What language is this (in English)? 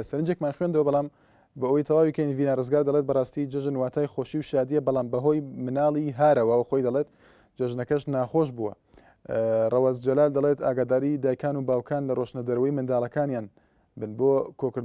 Central Kurdish